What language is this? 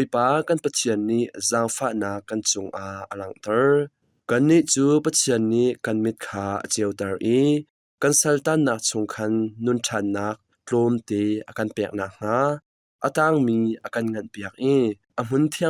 Hakha Chin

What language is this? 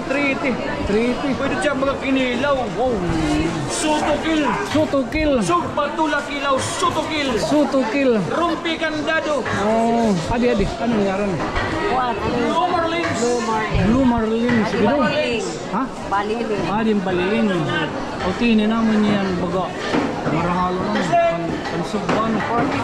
Waray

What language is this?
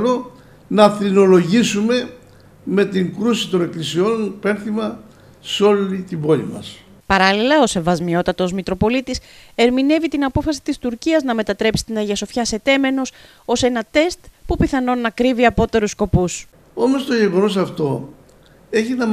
Greek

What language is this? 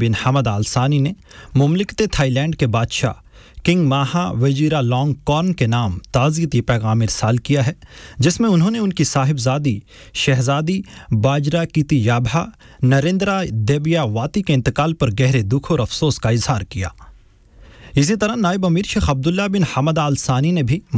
Urdu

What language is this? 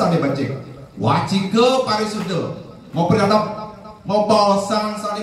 Balinese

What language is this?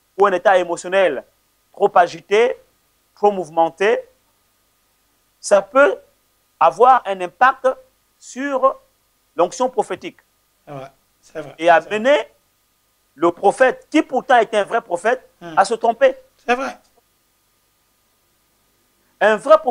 French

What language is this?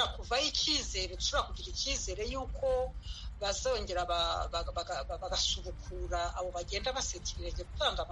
Kinyarwanda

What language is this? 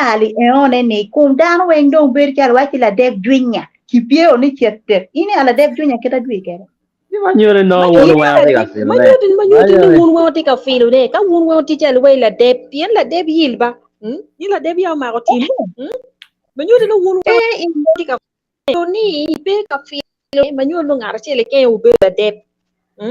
Acoli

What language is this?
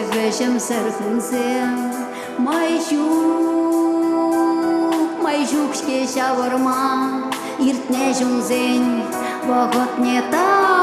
Chuvash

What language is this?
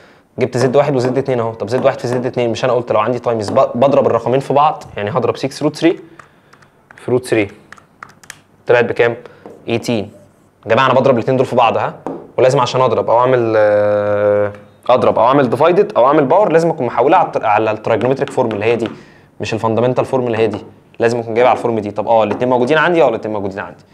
Egyptian Arabic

